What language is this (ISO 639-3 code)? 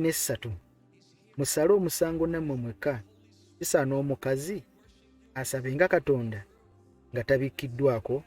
lug